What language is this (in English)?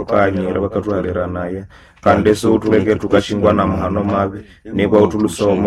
Nande